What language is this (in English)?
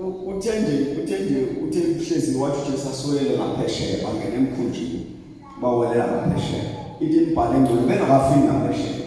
Zulu